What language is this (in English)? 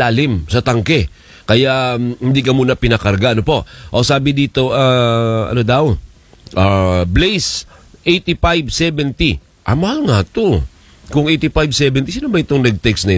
Filipino